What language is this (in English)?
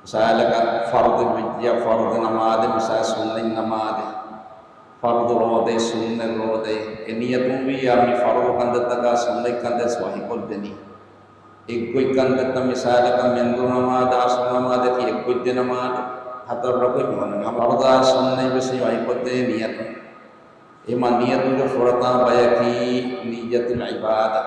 Divehi